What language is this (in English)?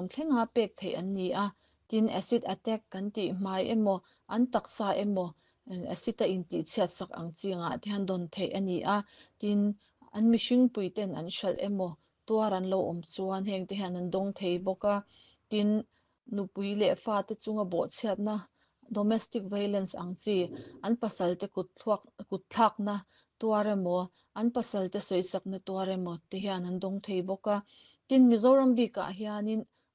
Mizo